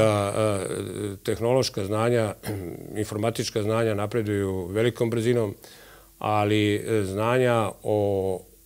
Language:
Serbian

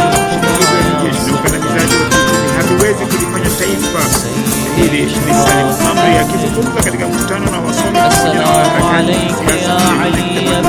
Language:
Swahili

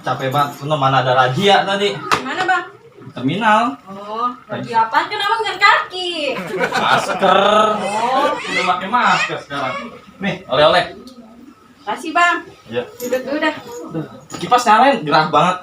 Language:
Betawi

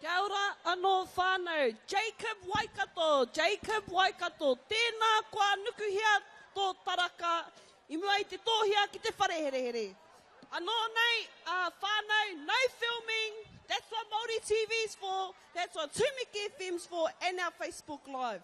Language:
Māori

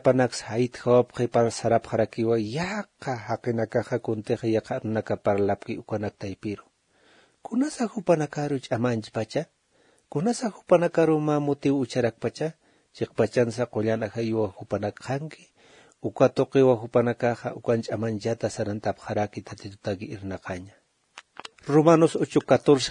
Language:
Aymara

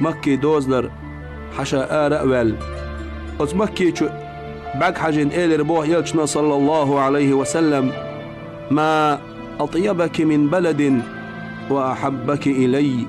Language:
Chechen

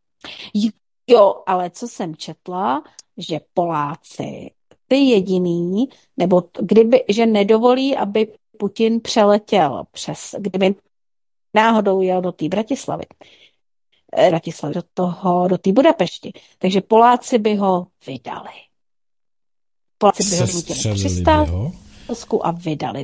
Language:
Czech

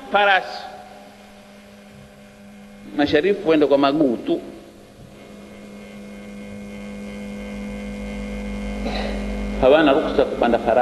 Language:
Swahili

